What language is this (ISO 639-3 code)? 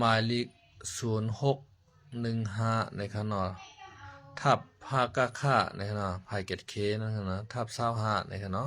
shn